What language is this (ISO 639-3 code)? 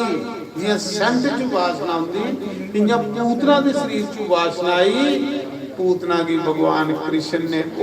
doi